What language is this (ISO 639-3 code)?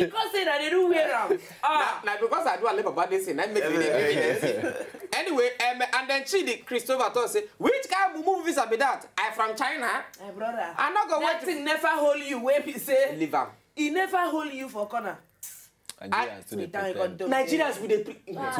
pcm